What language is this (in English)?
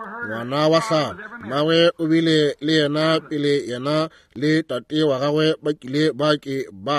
Northern Sotho